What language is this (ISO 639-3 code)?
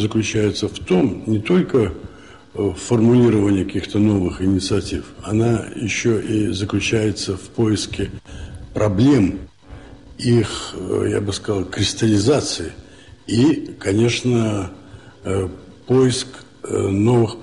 rus